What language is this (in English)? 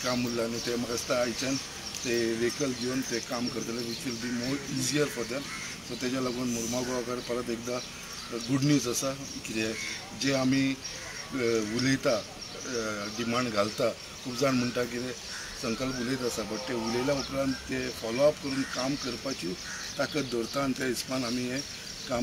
Konkani